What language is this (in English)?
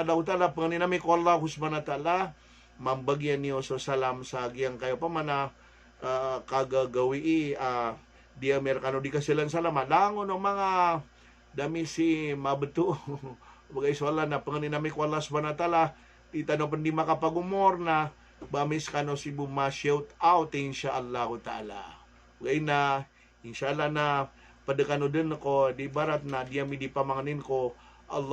Maranao